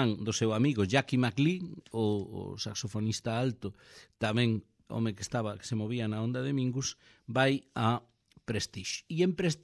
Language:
Galician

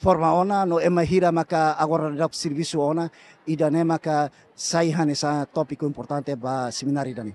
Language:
Tetum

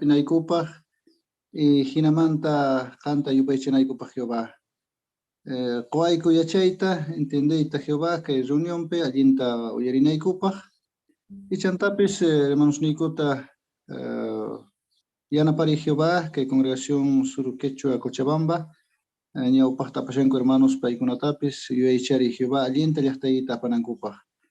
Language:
Quechua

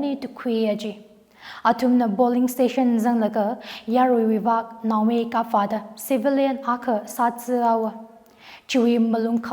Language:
Tangkhul Naga (India)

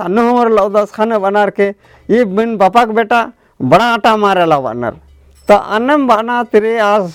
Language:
Kurukh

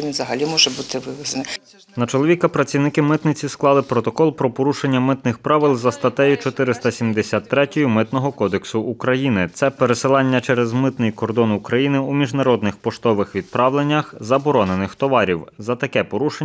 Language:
Ukrainian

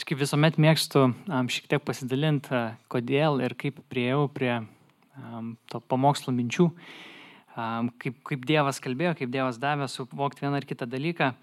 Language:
Lithuanian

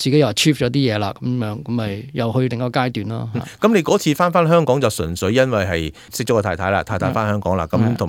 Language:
Cantonese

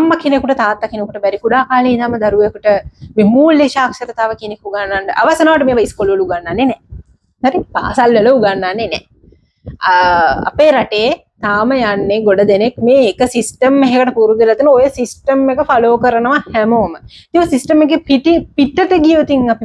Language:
Sinhala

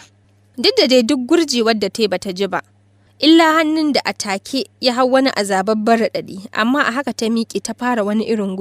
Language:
Hausa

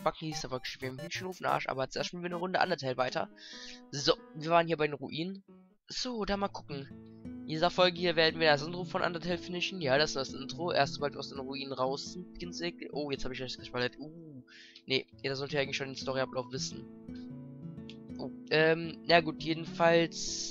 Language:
German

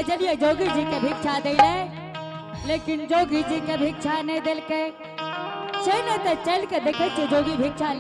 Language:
Angika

